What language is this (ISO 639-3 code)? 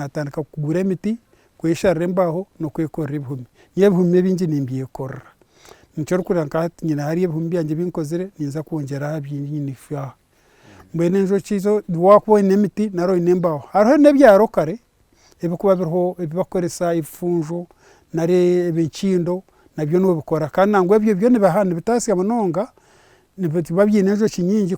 nyn